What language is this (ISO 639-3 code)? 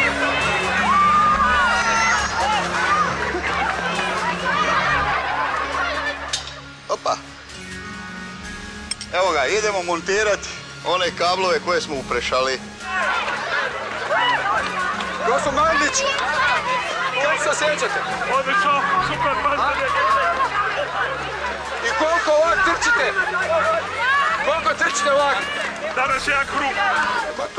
hrv